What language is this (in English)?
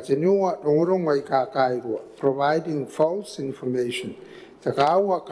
Gilbertese